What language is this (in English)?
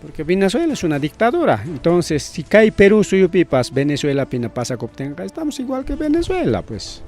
Ayacucho Quechua